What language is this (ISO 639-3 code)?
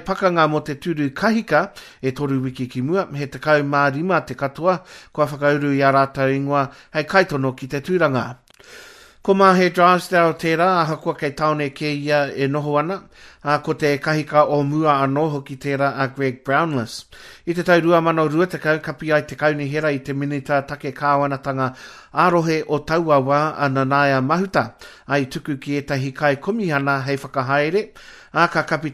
mri